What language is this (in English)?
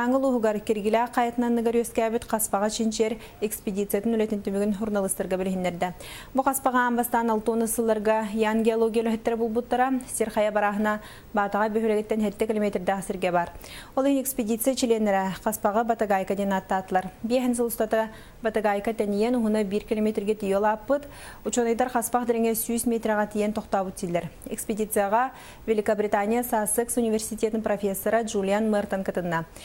Yakut